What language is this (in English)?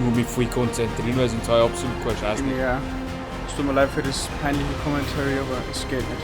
Bavarian